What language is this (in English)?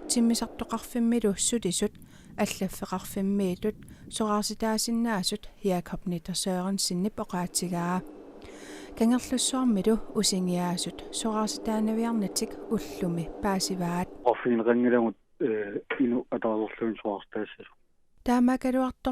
Kalaallisut